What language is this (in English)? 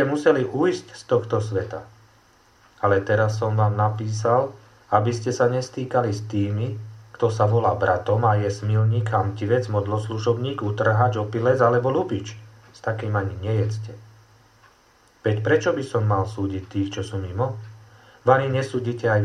Slovak